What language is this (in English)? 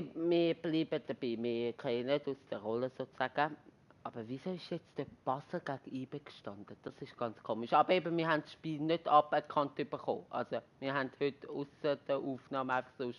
Swiss German